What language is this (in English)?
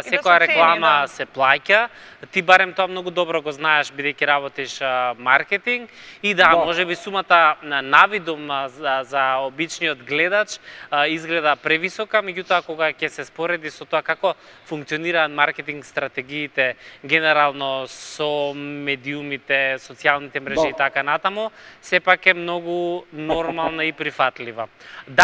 Macedonian